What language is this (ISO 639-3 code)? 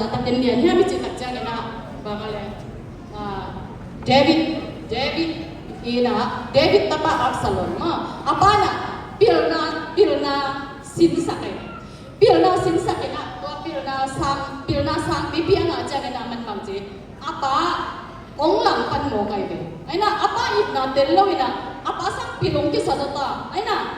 ctd